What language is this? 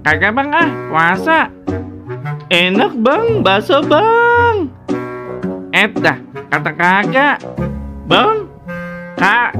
Betawi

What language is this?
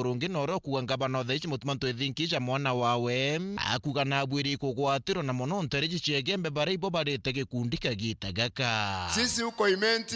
Meru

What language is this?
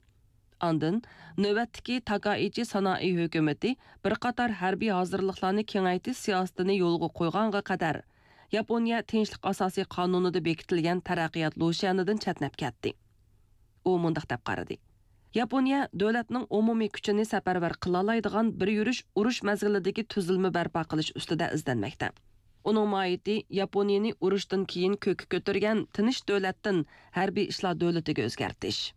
Uyghur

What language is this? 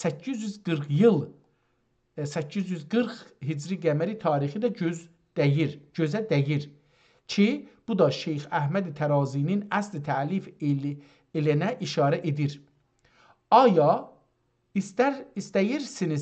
South Azerbaijani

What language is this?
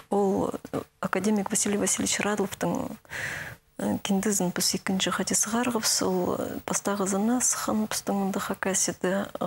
Khakas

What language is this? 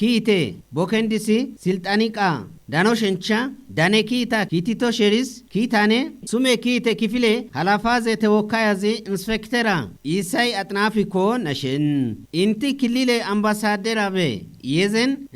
Kafa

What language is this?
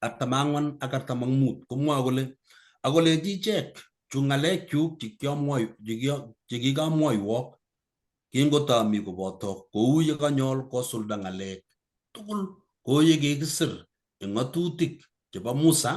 Kalenjin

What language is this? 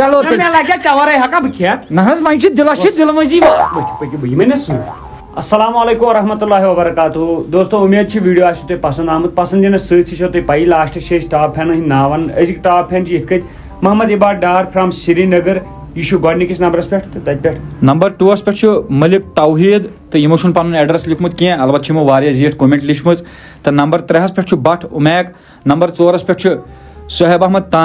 Kashmiri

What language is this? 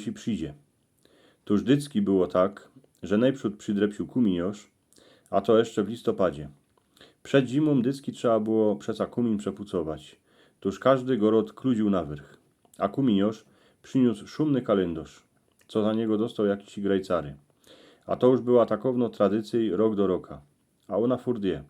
Silesian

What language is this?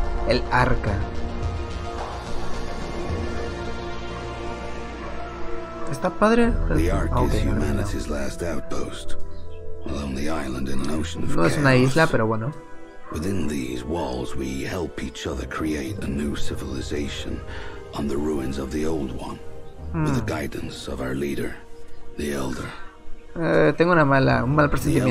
Spanish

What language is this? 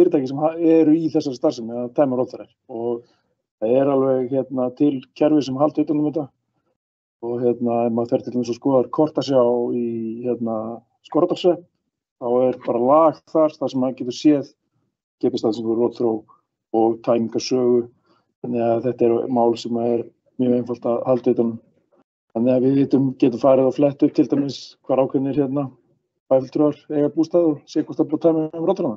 Icelandic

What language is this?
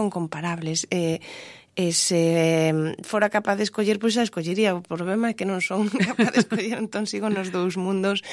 Galician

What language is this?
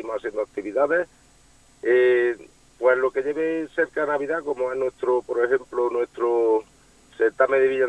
Spanish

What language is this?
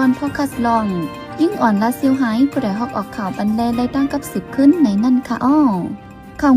Shan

